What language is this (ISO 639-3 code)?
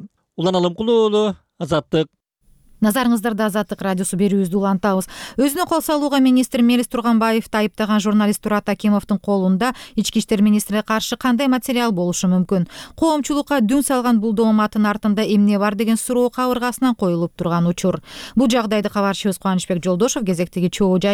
kir